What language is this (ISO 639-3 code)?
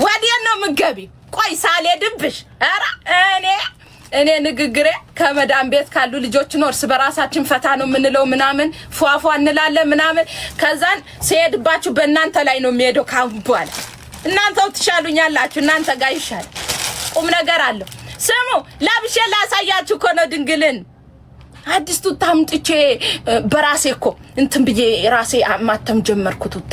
amh